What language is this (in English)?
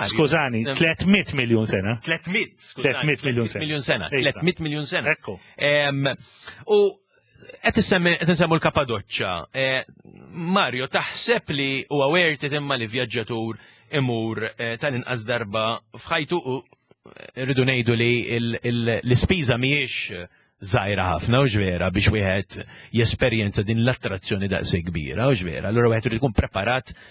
Maltese